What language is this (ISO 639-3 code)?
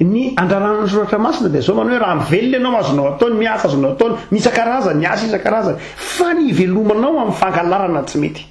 mlg